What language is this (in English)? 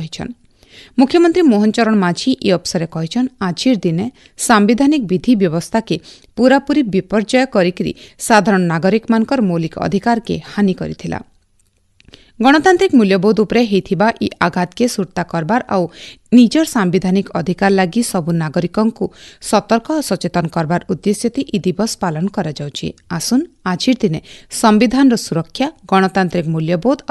Odia